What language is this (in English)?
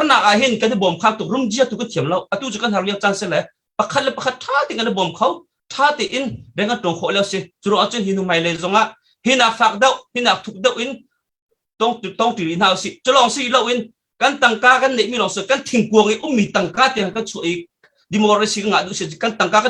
Hakha Chin